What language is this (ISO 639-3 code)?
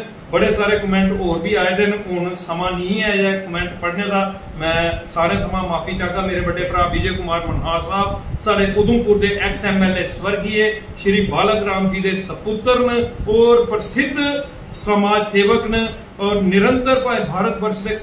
doi